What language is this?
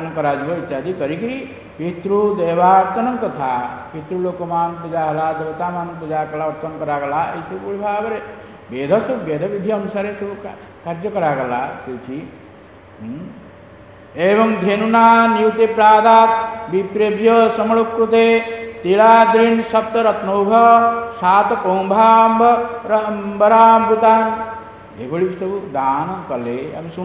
Odia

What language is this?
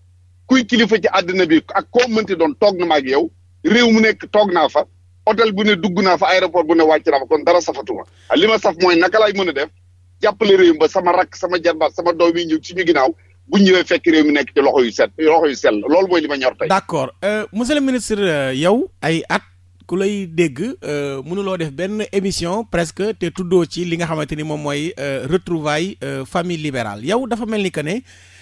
Wolof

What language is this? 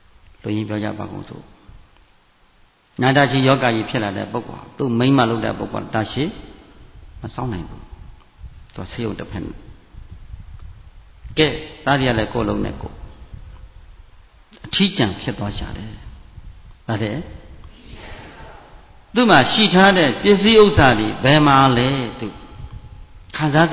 Burmese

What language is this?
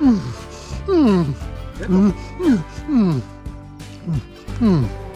Polish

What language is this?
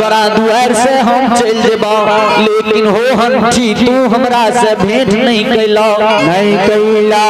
Maithili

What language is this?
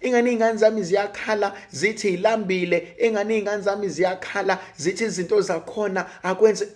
Zulu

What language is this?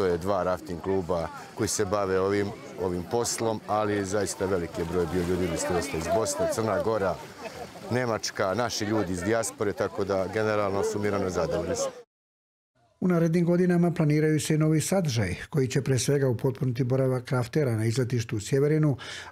Serbian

